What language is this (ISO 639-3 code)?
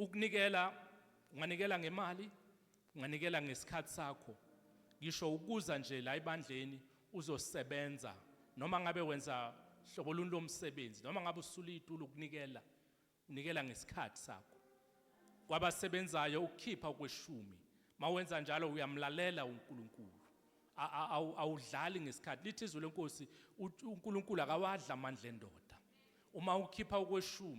zul